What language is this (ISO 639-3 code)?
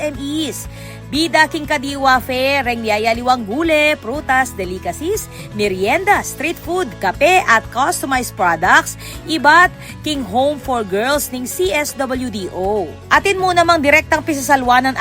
pam